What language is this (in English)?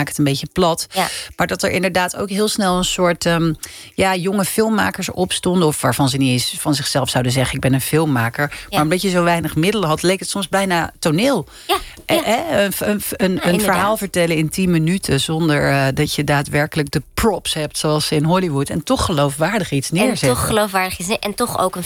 Dutch